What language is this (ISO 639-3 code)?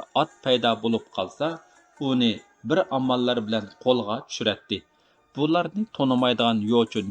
uig